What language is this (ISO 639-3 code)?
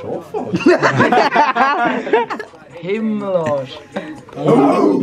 gsw